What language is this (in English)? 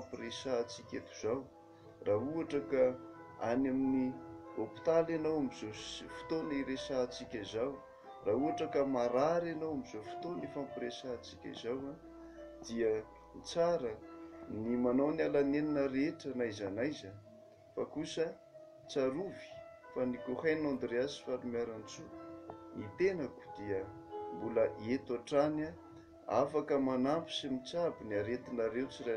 Malagasy